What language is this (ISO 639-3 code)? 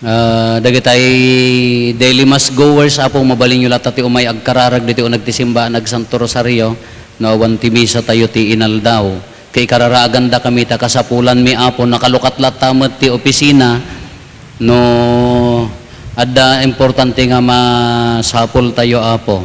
ilo